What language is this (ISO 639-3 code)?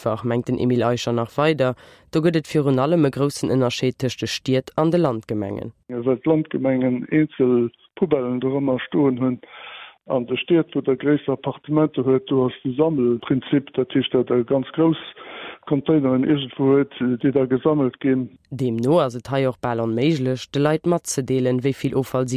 ltz